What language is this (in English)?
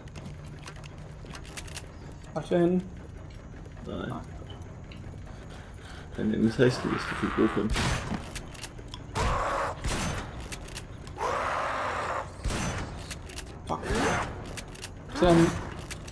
Danish